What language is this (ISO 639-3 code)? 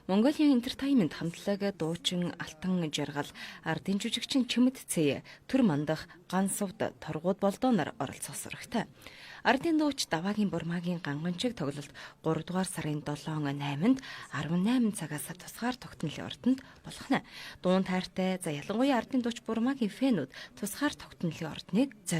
mon